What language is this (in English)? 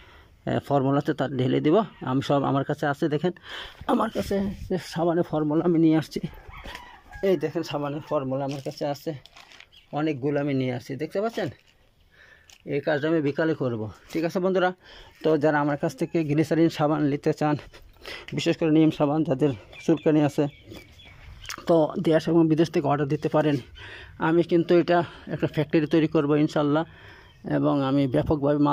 Bangla